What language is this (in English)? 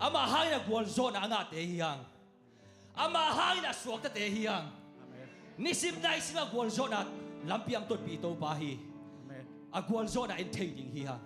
Tedim Chin